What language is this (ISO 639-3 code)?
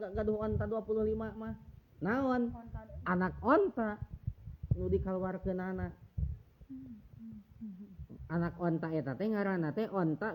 sun